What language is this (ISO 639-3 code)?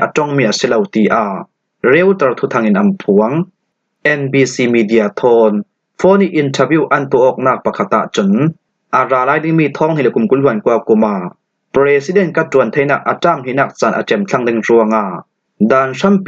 cfm